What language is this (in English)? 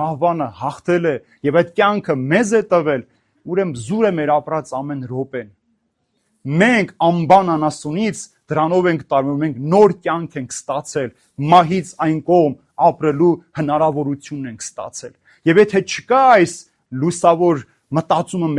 Armenian